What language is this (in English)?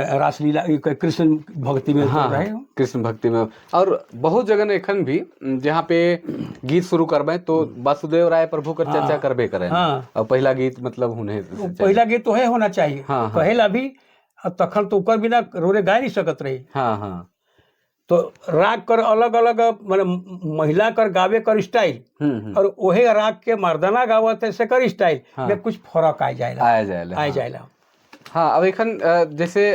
Sadri